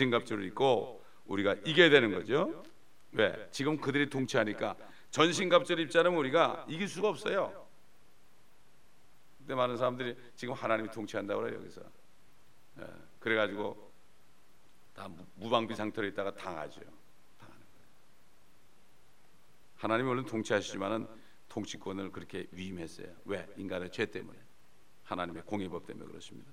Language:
Korean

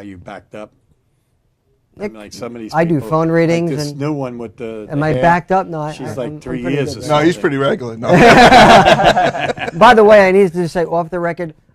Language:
English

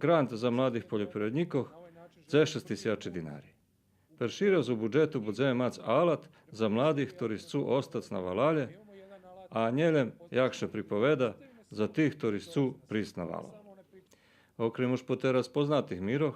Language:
Rusyn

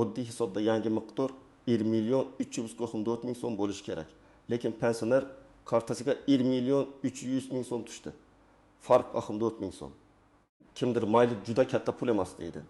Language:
Uzbek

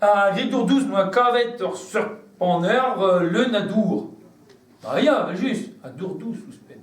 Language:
Breton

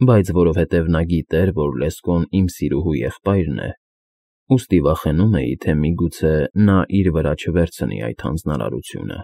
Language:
Armenian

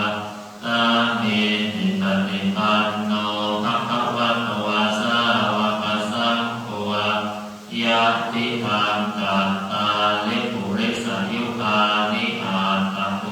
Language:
Pali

